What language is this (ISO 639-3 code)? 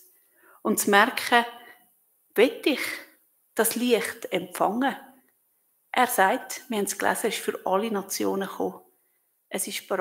gsw